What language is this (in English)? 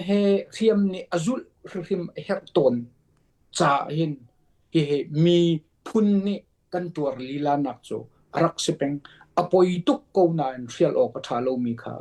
Hakha Chin